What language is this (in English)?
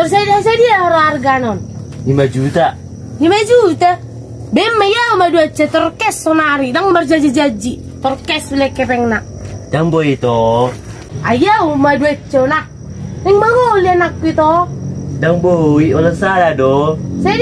Batak Toba